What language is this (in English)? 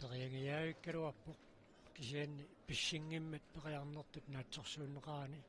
Kalaallisut